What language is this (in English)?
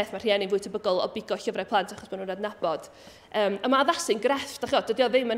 Welsh